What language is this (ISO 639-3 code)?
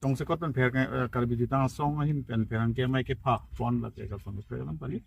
mjw